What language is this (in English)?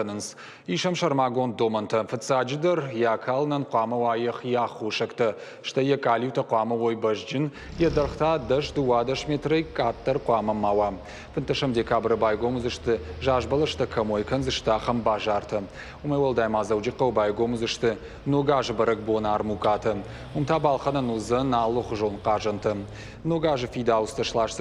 Ossetic